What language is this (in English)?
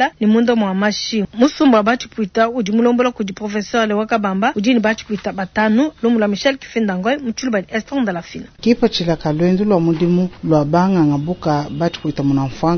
Luba-Lulua